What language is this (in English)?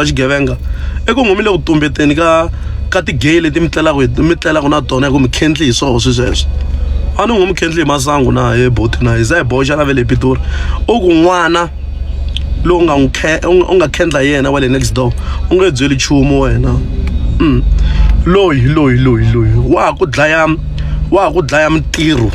Tsonga